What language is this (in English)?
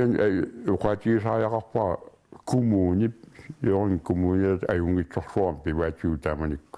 Kalaallisut